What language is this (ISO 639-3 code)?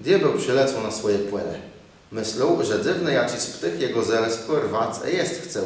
csb